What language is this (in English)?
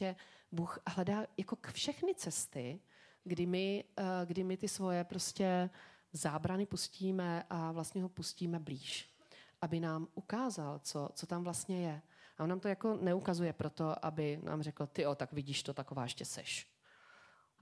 Czech